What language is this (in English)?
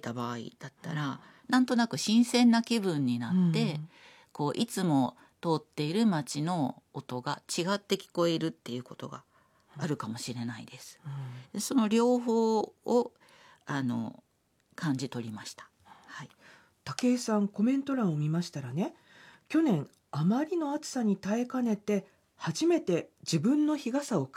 Japanese